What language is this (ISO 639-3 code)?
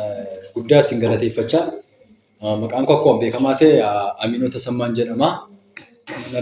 orm